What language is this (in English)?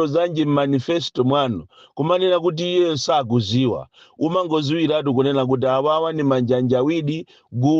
Nyanja